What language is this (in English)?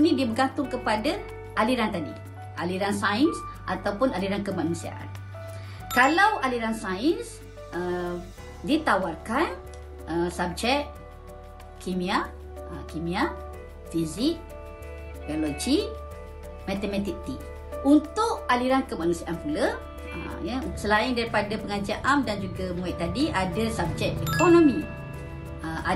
Malay